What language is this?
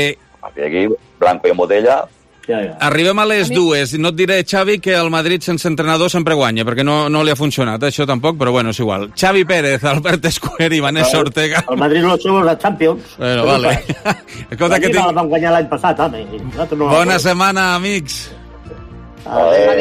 Catalan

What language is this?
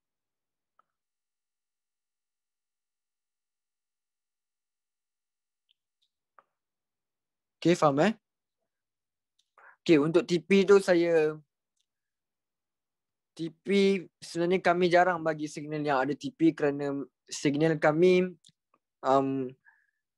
Malay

